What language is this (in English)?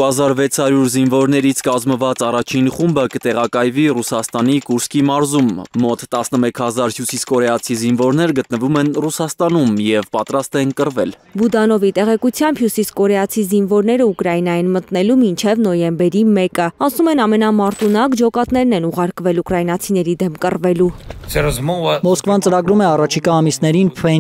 Armenian